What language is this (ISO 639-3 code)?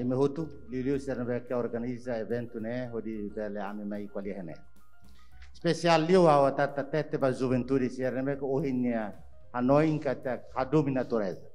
tet